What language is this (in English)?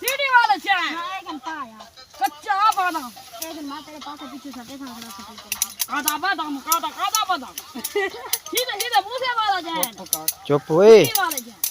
Saraiki